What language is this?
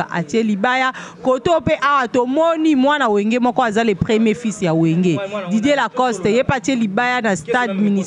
Lingala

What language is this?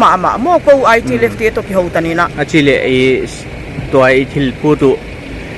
Paite Chin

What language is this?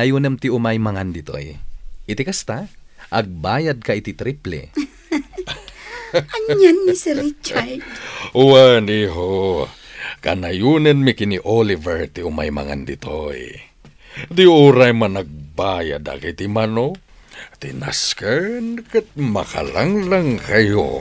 Iloko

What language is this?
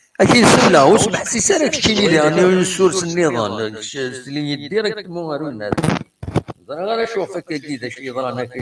Kabyle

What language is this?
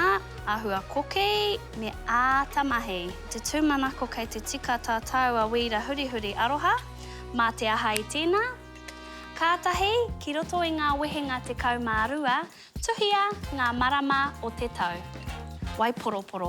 Māori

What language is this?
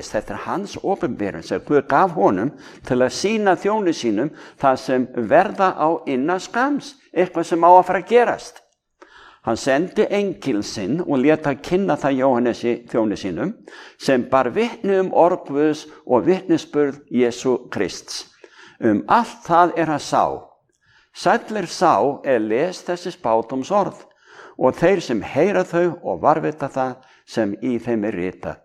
Icelandic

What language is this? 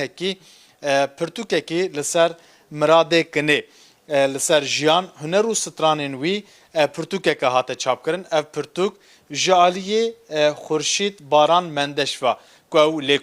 Kurdish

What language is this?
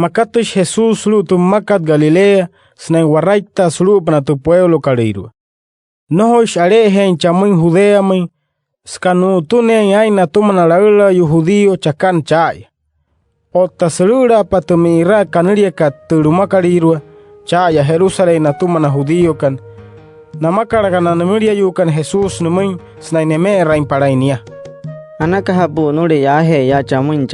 Wayuu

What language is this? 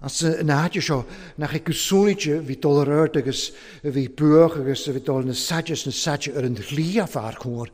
Welsh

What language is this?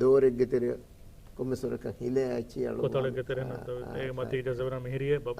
Divehi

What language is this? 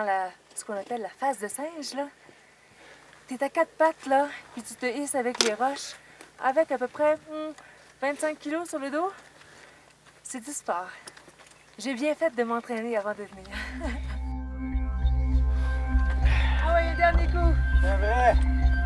French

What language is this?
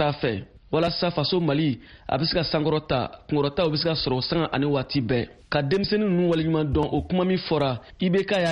Bambara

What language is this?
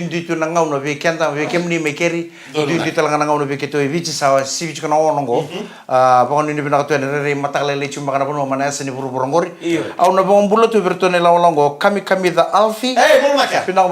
Fijian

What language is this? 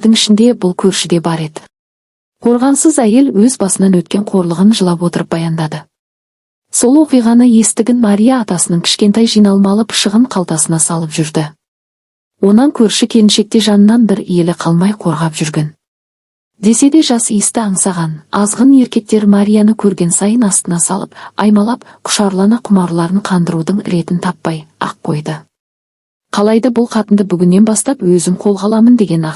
Kazakh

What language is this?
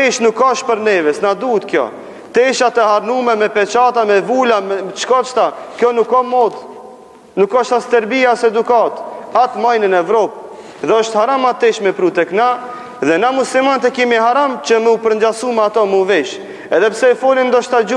Albanian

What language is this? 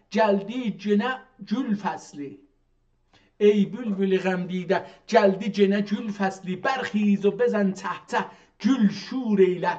South Azerbaijani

